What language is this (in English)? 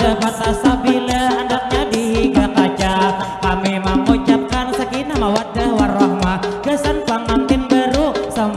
Banjar